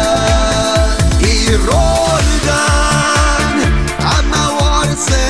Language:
Ossetic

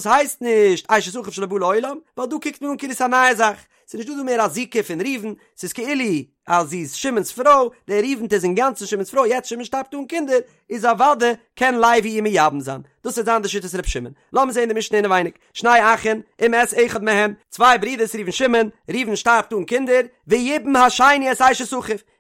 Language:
Yiddish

